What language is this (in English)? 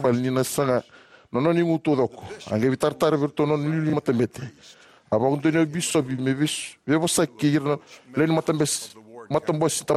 Fijian